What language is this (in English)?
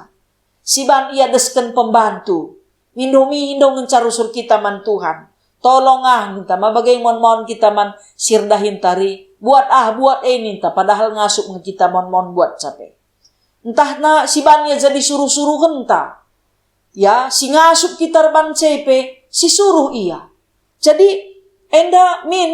Batak Karo